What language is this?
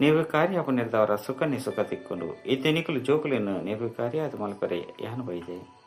Tulu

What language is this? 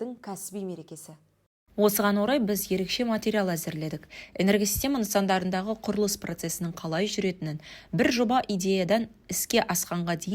Kazakh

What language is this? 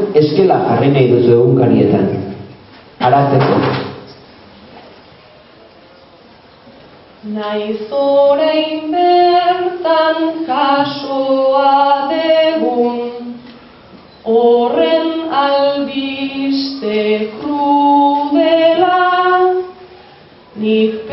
Basque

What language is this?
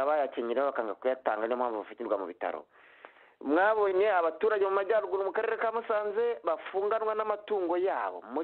Kinyarwanda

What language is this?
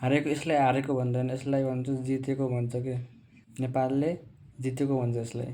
Nepali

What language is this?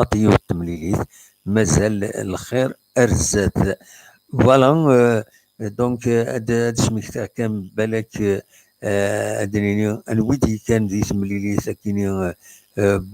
Kabyle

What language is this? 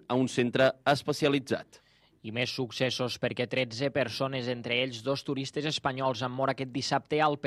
Catalan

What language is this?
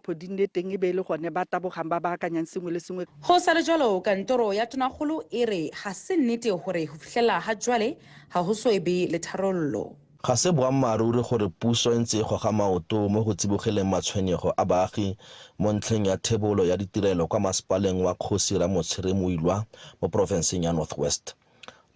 Tswana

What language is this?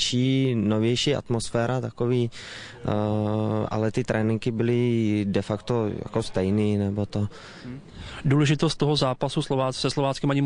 Czech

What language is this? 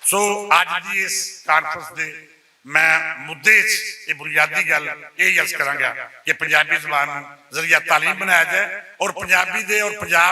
Western Panjabi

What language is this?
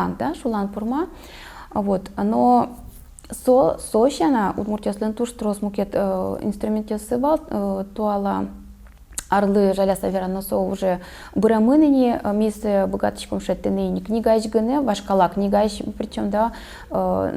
Udmurt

